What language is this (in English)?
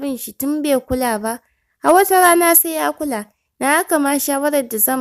Hausa